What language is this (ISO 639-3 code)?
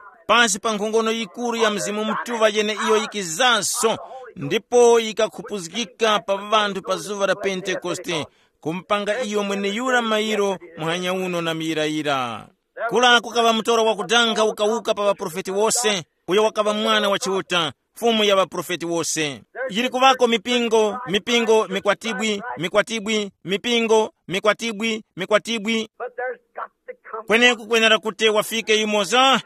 tum